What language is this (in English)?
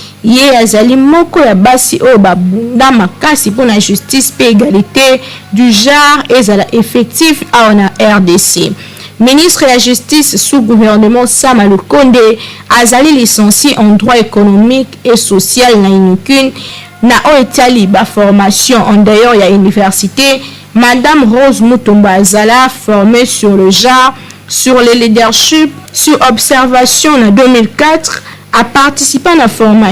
Lingala